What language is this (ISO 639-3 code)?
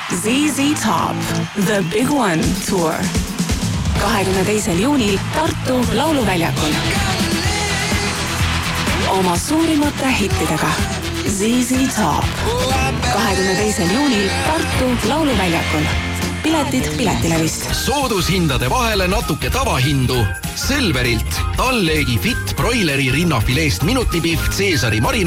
est